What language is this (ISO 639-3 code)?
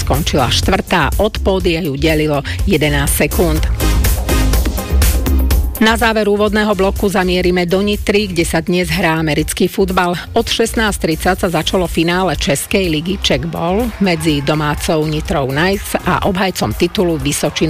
slk